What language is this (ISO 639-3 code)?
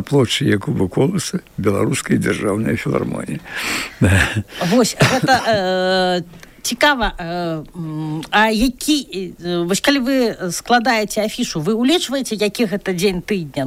bel